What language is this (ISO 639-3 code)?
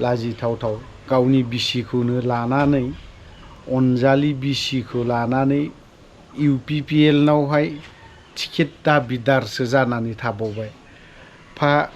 brx